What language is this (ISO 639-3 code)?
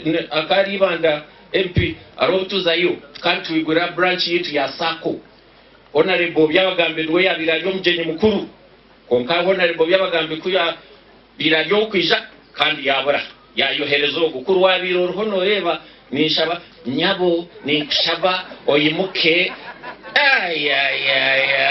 nyn